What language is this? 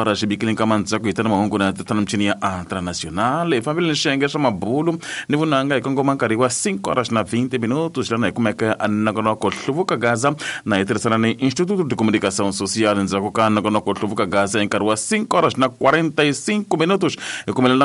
Tsonga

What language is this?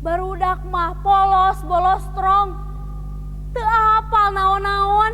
Sundanese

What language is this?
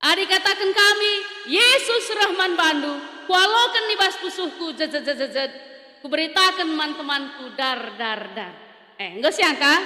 Batak Karo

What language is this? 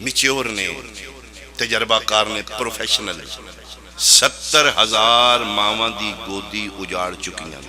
Pahari-Potwari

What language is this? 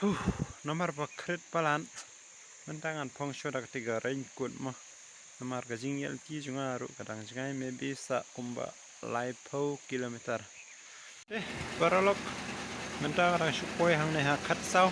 Khasi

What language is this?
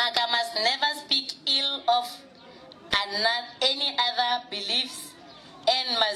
Northern Sotho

